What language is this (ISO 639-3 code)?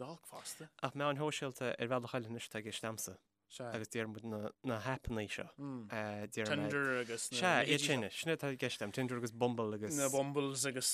gle